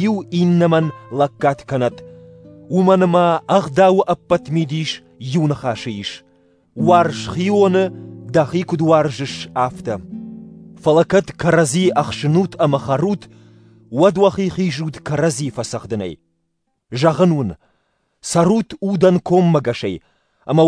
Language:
Ossetic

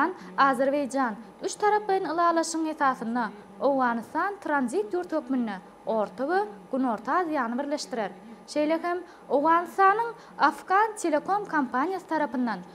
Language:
Turkmen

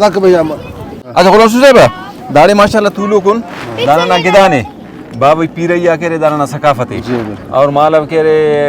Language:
Brahui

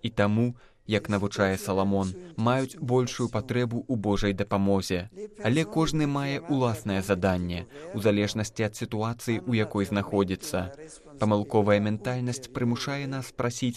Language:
Belarusian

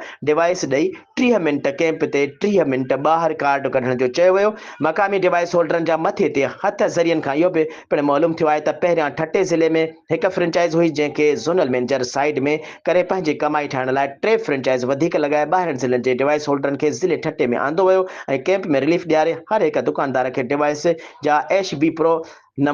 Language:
Sindhi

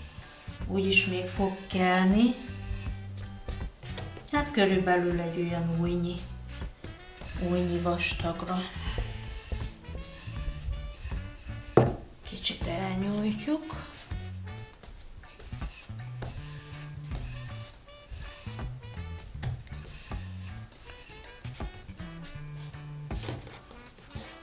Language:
Hungarian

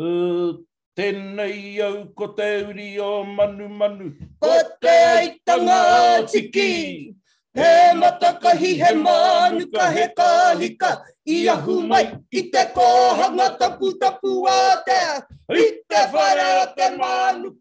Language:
Māori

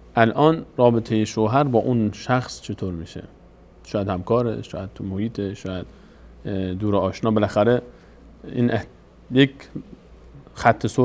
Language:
Persian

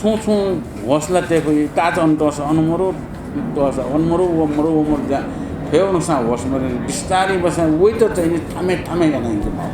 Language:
Newari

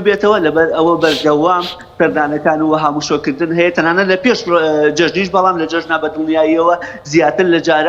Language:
Central Kurdish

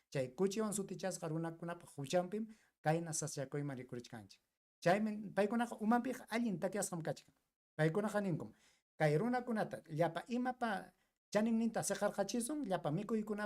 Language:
Ayacucho Quechua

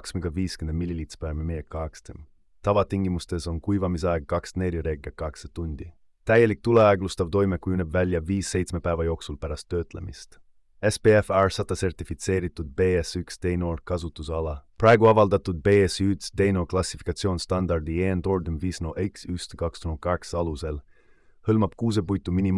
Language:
Estonian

